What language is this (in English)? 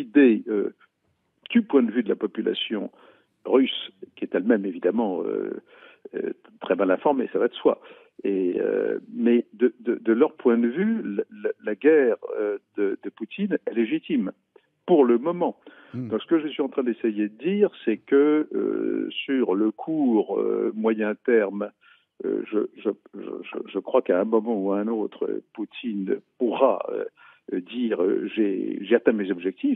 French